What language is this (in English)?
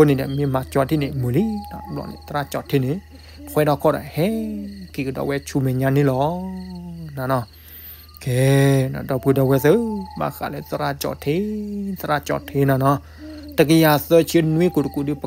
S'gaw Karen